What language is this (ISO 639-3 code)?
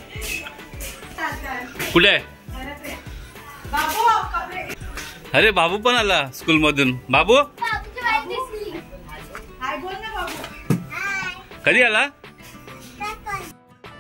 mar